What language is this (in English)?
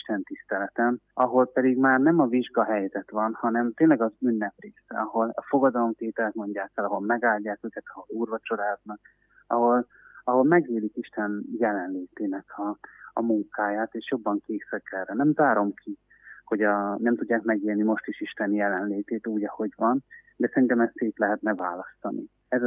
Hungarian